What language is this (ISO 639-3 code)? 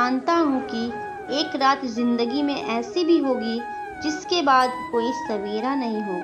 hin